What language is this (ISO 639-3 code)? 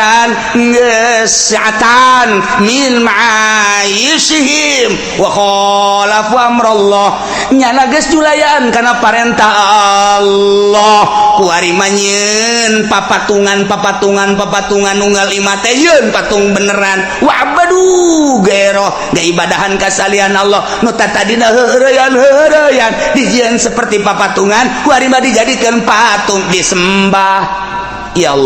sun